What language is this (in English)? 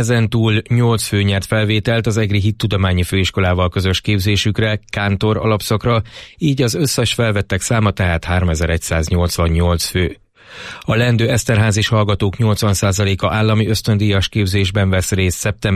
Hungarian